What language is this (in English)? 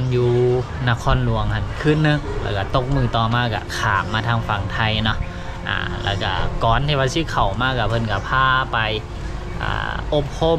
Lao